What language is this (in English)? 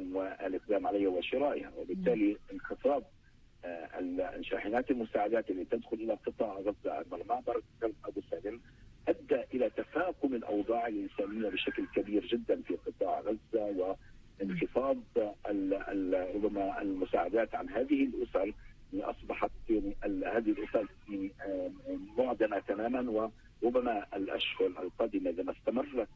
Arabic